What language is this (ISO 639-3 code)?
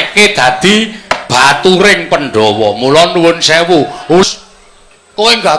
jav